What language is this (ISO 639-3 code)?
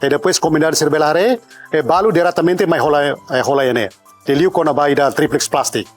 tet